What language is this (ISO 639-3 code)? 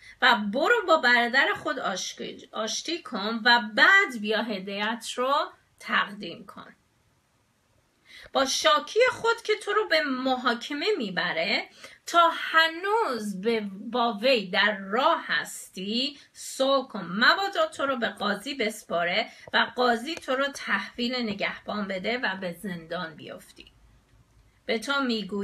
fas